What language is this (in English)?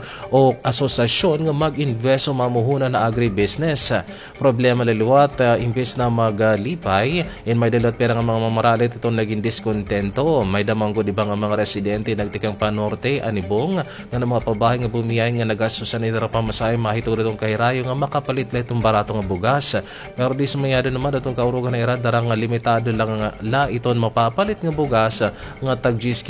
Waray